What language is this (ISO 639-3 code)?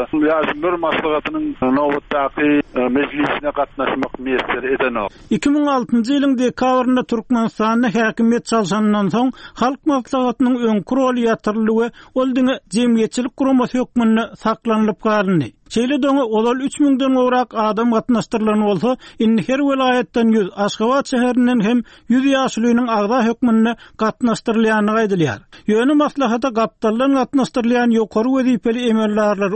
tuk